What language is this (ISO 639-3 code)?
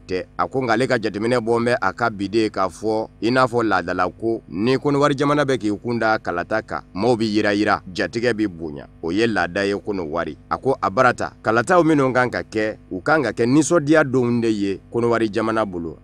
bam